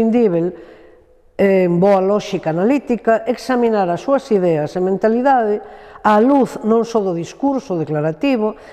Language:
Galician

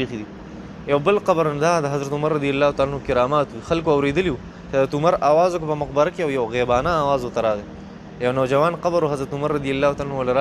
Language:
Pashto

